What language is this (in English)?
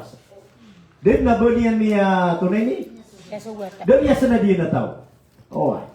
Maranao